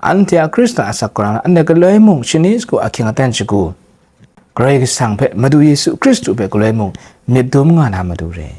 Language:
Kachin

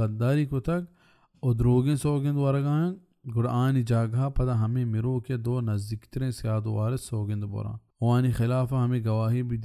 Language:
Baluchi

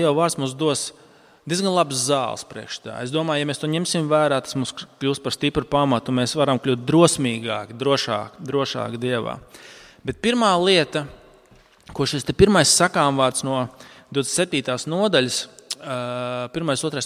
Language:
Latvian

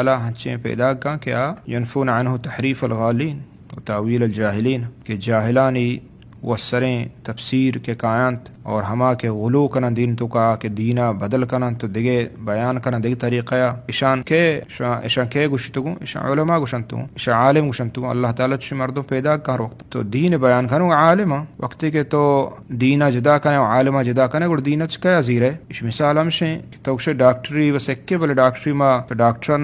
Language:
Eastern Balochi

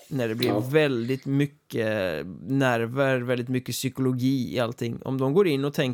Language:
Swedish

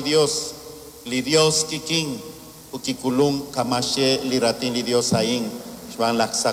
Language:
Kekchí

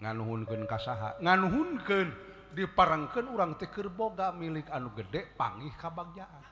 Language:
Sundanese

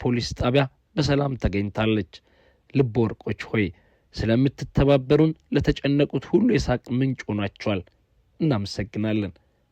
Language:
Amharic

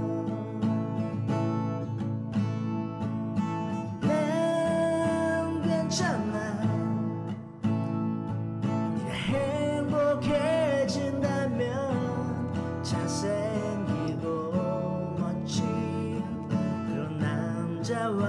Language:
Korean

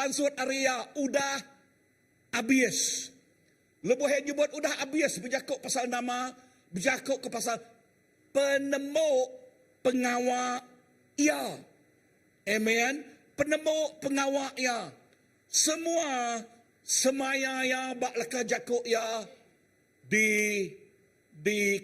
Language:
Iban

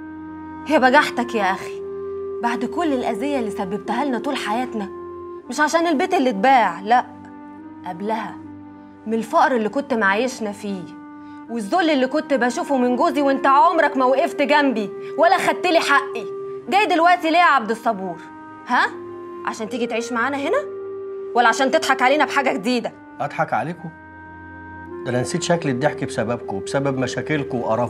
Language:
Egyptian Arabic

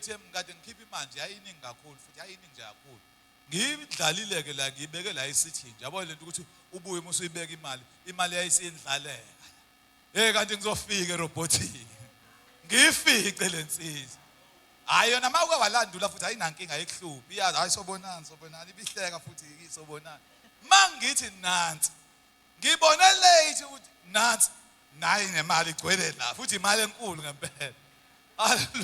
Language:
Zulu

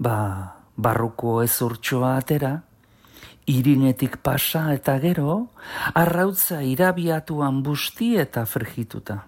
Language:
Basque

